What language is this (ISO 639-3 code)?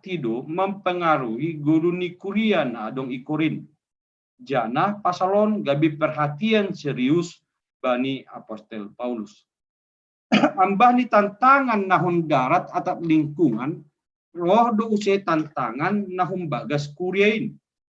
bts